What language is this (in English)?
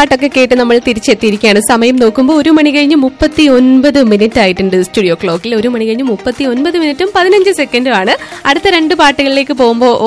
Malayalam